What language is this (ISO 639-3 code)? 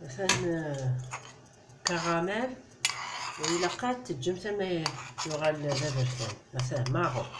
kab